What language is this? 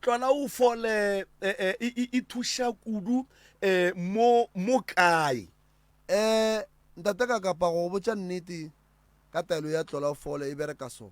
Northern Sotho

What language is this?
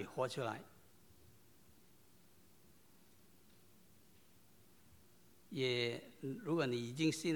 Chinese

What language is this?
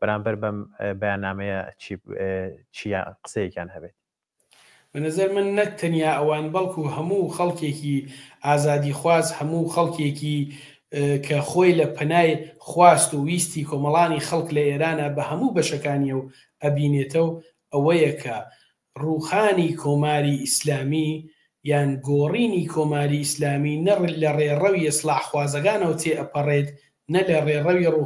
Central Kurdish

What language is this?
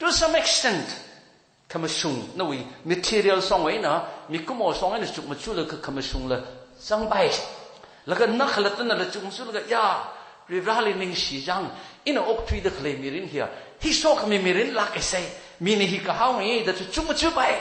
Tangkhul Naga (India)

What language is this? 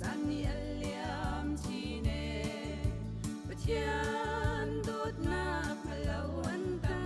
Hakha Chin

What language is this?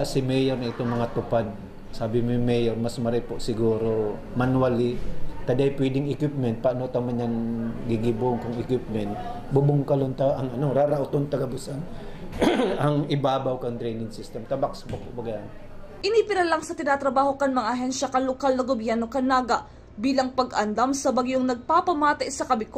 Bikol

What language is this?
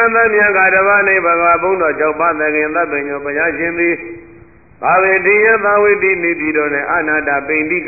Burmese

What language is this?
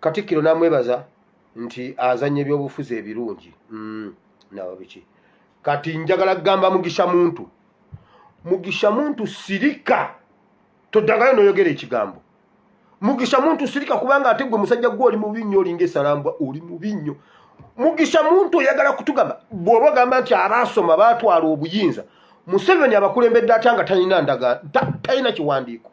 Ganda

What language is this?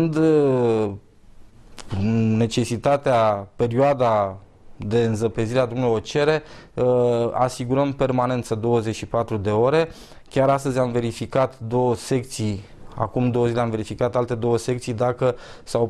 Romanian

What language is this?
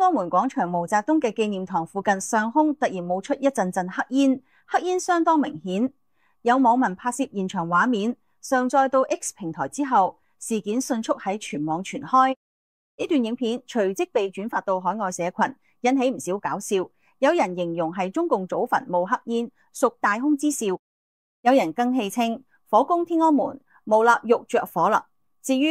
Cantonese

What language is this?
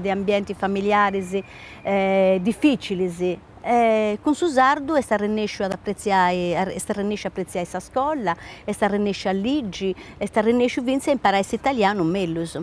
Sardinian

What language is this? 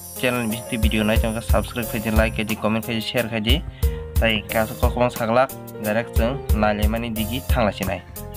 Kok Borok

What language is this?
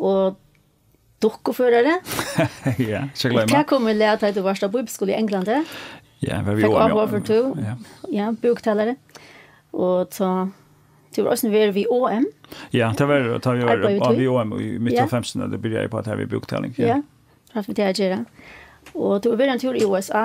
Faroese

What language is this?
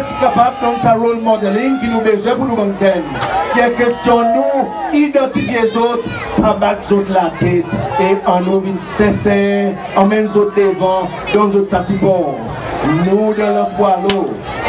Seselwa Creole French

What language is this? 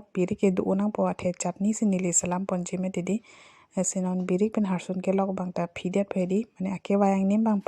Karbi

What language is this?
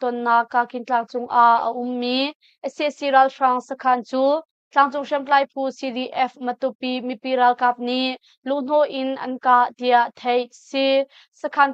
Hakha Chin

